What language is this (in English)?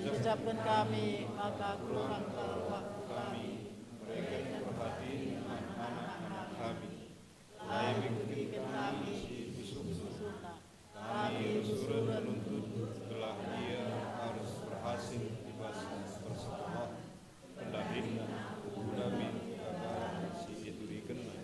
Batak Karo